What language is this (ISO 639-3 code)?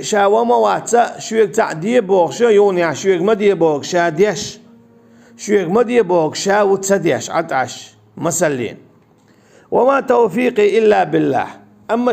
che